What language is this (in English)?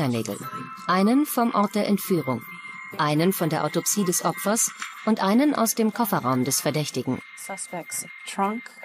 German